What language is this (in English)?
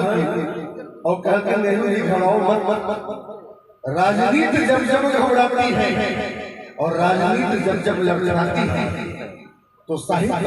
Maithili